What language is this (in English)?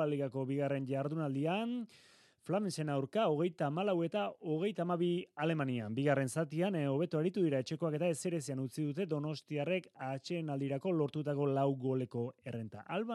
Basque